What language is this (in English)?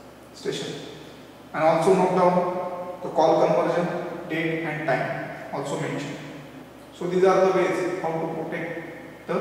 English